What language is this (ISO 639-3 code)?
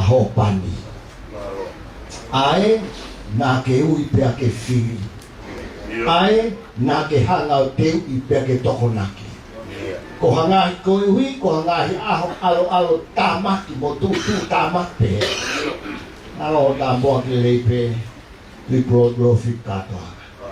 ton